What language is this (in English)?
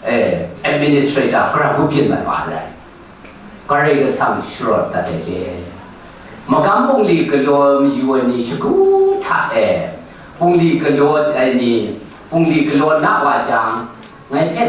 Kachin